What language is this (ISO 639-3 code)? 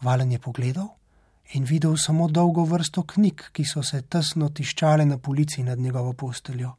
slv